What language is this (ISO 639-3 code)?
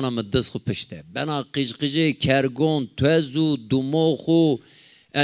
zza